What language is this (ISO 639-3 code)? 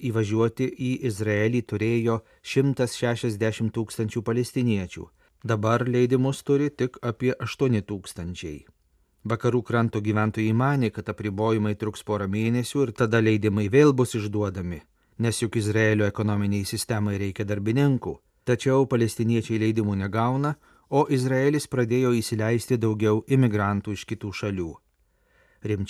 lit